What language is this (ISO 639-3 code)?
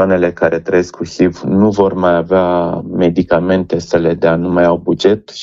ron